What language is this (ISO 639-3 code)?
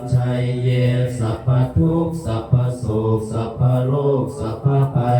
pli